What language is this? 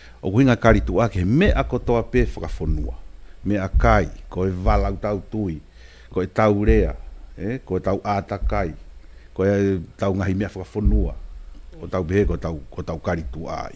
Tongan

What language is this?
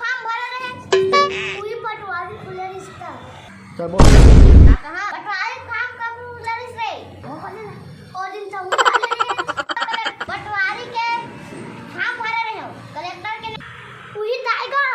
Chhattisgarhi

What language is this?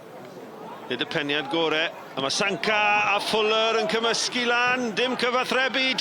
Welsh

